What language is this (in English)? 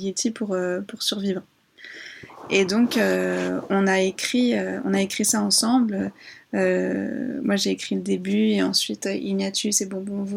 French